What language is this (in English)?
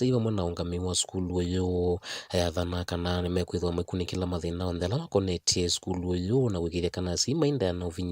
Kamba